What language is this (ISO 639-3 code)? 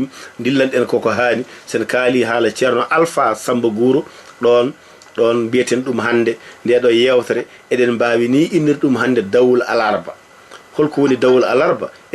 ful